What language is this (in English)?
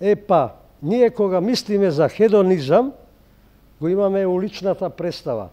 Macedonian